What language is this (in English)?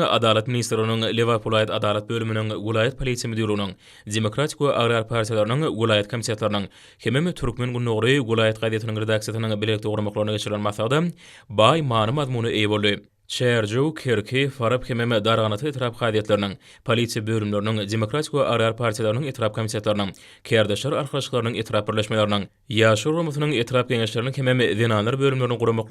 Turkmen